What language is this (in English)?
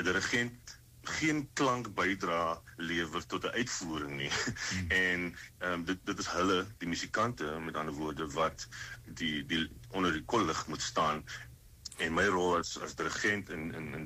Afrikaans